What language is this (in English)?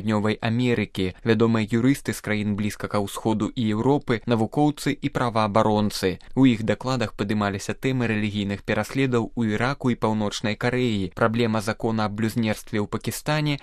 Belarusian